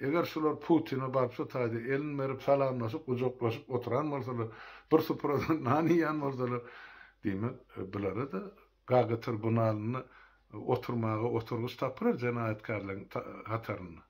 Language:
Turkmen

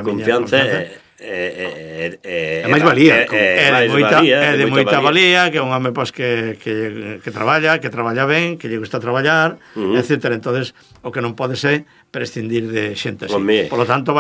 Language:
Galician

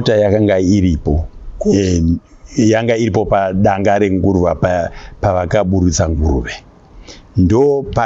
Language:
Shona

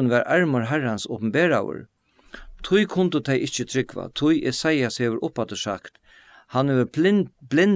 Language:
Faroese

